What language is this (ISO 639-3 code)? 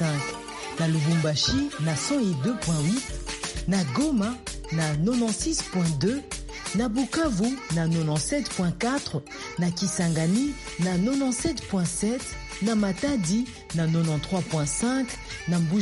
lin